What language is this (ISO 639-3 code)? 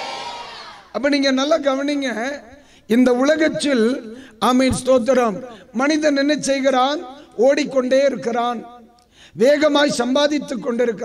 tam